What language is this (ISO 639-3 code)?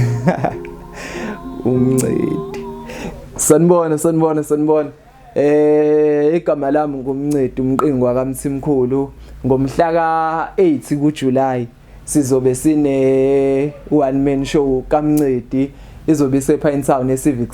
zul